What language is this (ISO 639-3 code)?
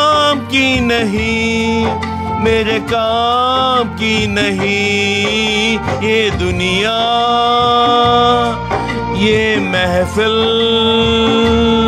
hin